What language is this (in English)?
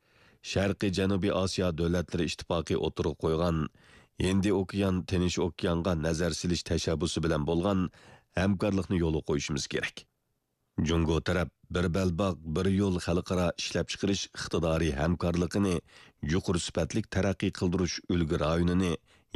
Uyghur